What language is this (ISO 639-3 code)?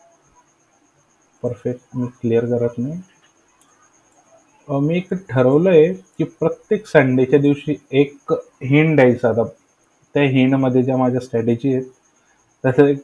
mar